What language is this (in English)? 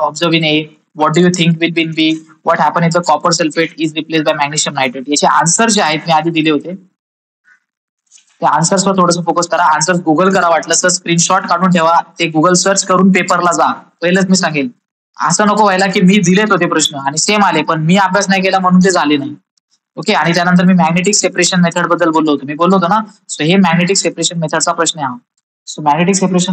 Marathi